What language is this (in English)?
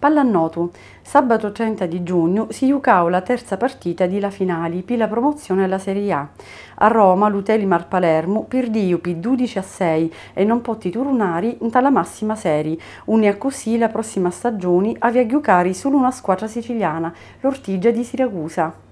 Sicilian